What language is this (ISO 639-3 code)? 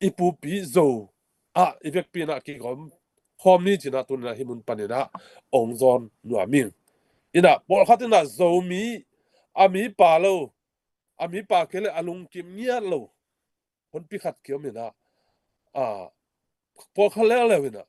ctd